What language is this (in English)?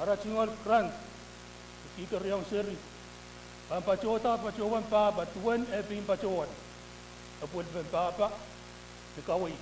Pohnpeian